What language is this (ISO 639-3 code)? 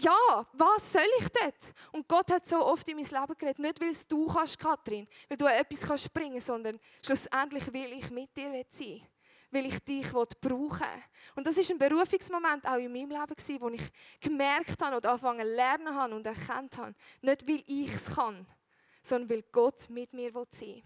gsw